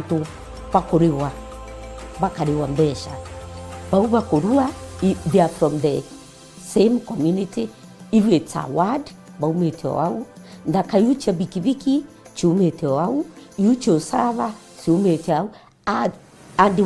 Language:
Meru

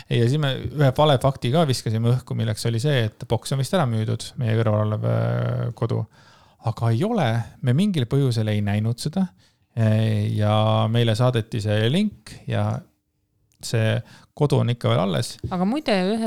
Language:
Estonian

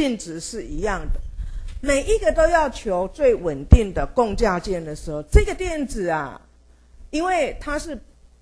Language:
Chinese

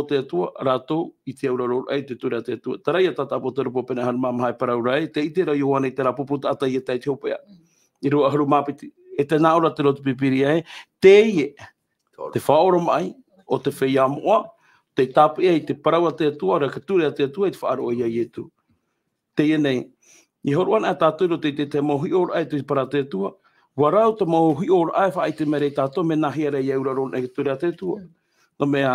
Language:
Tahitian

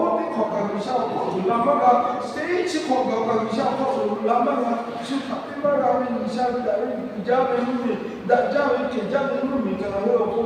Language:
Lahu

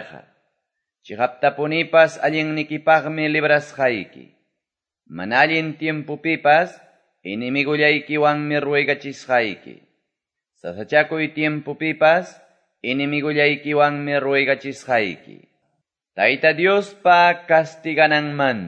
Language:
Quechua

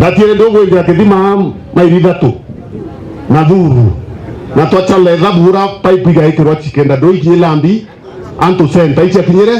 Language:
Meru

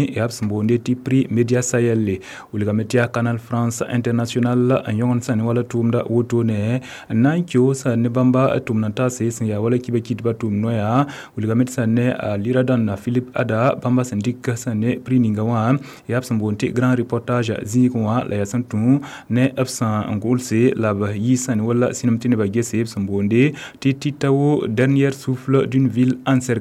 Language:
Mossi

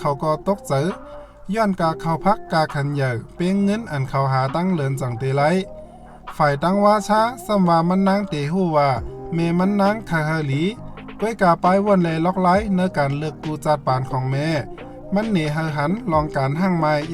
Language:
Shan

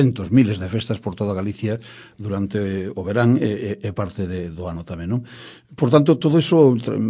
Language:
Galician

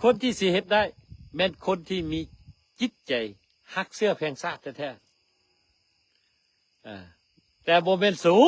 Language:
Lao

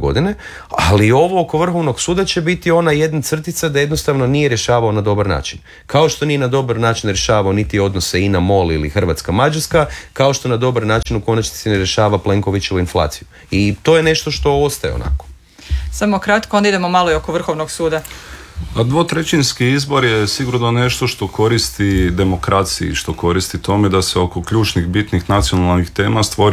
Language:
Croatian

